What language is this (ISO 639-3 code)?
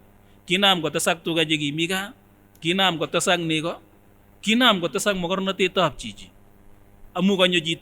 sgc